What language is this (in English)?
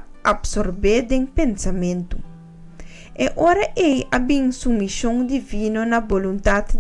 Papiamento